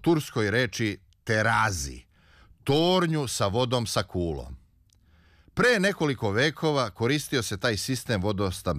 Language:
Serbian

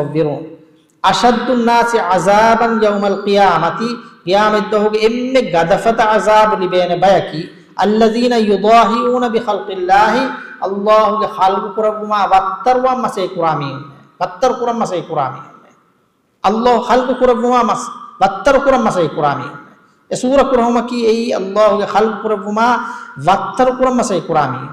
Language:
Divehi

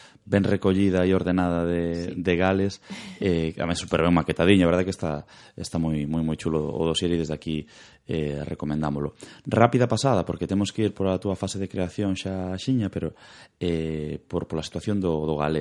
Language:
Galician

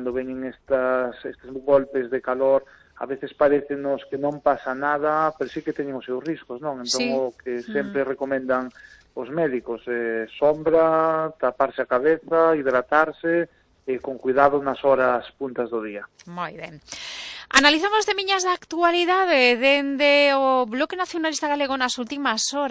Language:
Galician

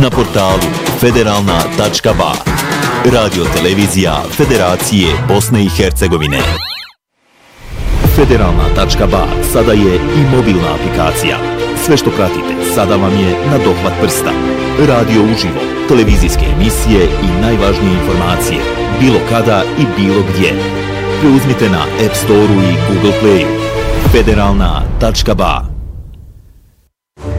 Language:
Bosnian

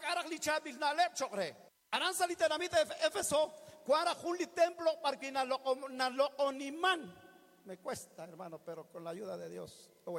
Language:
Kekchí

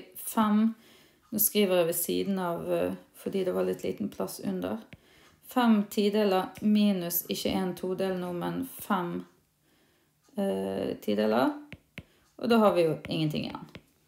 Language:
Norwegian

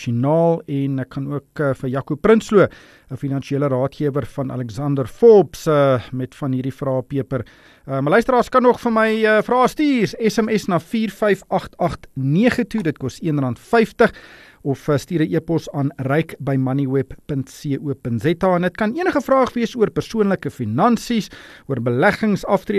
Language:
Afrikaans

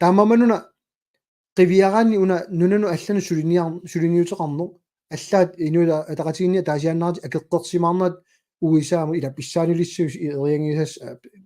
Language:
Kalaallisut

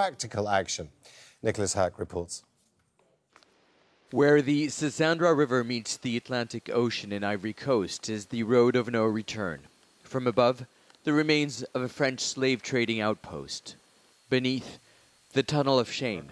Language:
English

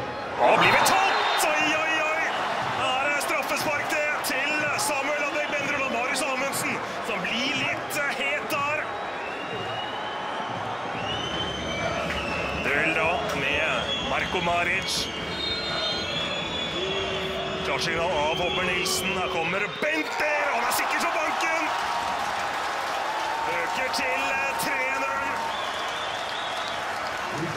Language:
Norwegian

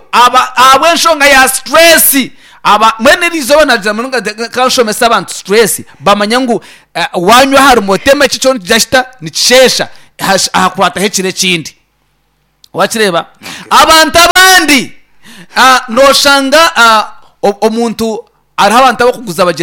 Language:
Nyankole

